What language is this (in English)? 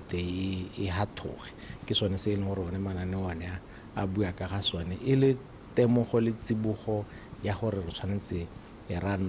Tswana